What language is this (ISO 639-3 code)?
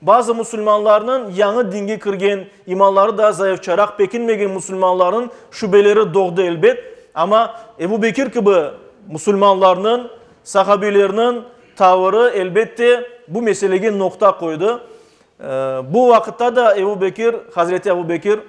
crh